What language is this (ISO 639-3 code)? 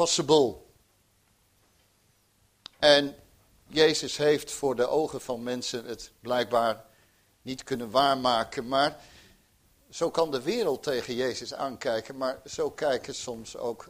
nld